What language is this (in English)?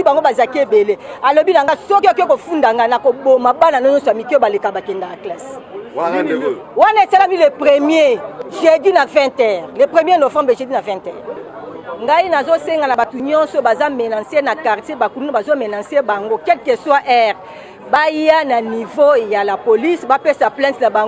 Lingala